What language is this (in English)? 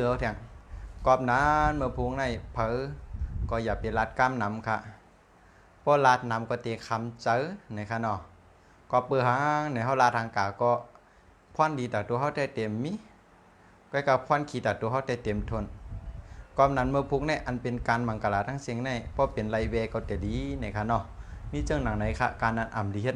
Shan